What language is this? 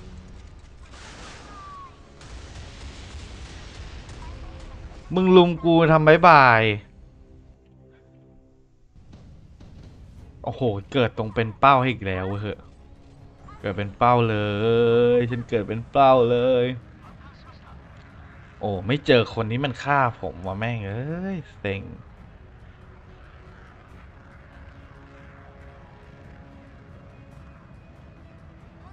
Thai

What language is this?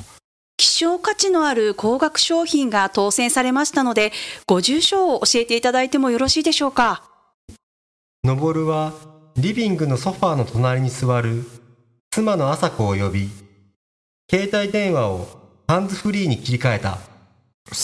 Japanese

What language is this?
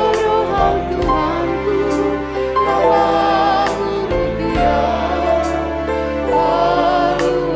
Batak Simalungun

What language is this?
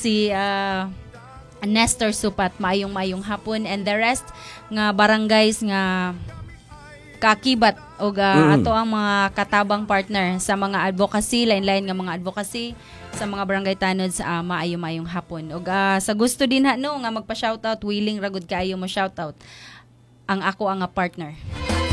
Cebuano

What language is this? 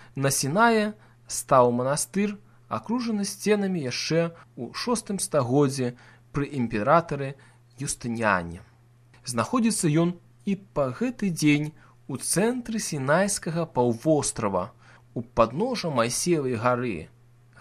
Belarusian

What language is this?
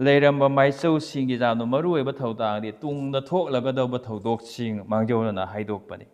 Manipuri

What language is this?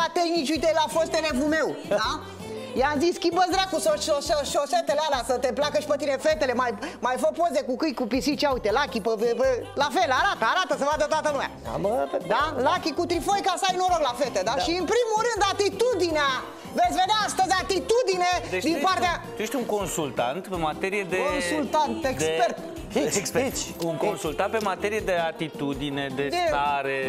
Romanian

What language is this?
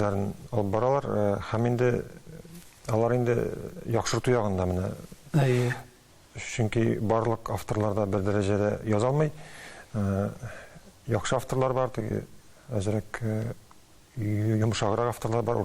Tatar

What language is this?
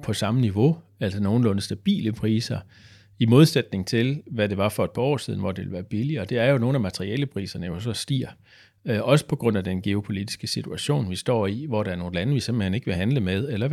Danish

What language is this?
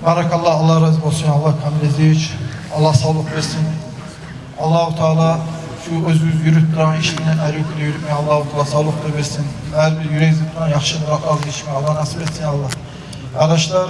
Kumyk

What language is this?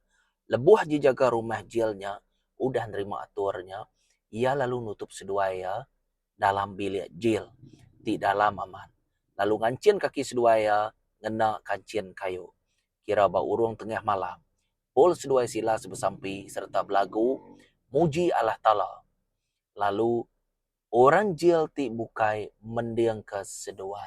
Iban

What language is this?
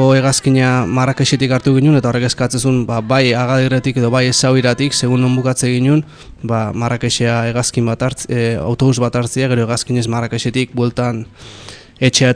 Basque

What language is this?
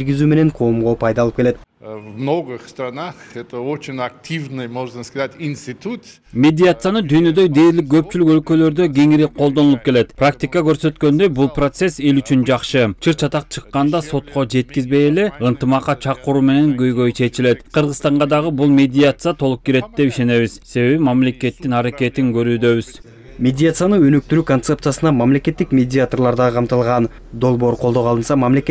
Kyrgyz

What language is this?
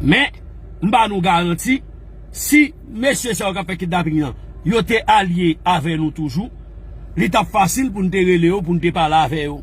Haitian Creole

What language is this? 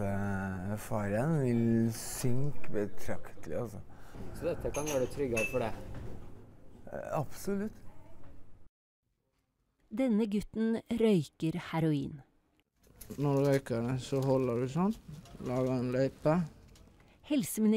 Norwegian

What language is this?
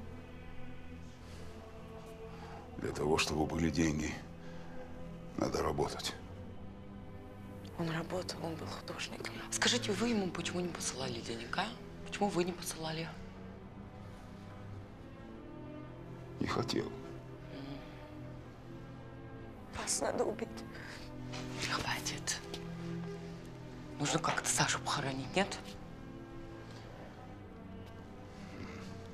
Russian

